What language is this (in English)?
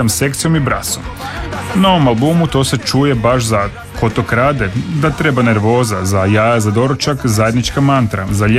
Croatian